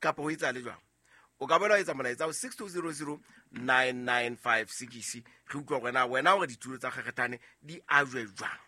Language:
Southern Sotho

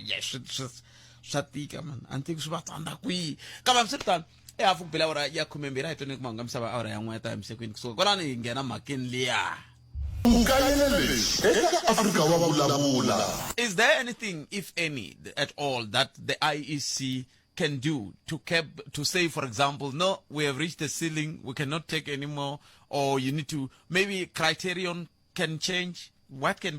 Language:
Tsonga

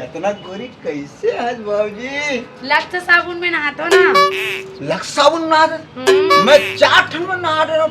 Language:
Chhattisgarhi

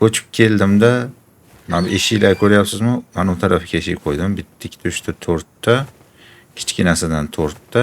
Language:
Uzbek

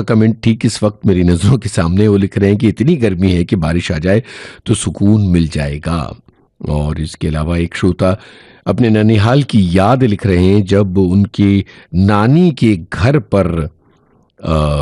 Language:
Hindi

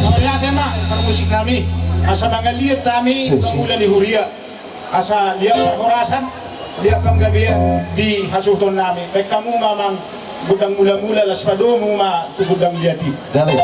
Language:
Batak Toba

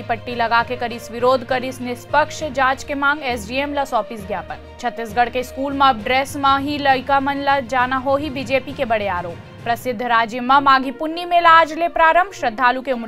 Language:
Chhattisgarhi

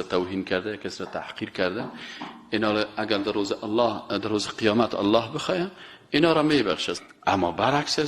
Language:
Persian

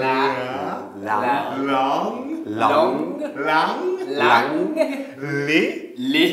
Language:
Morisyen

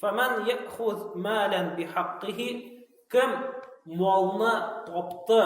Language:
Tatar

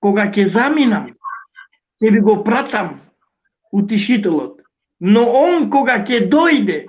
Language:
Balkan Romani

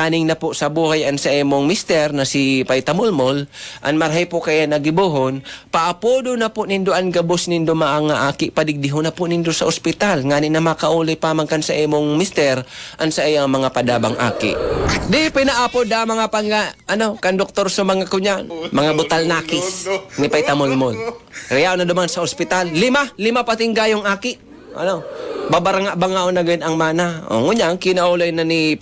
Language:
Bikol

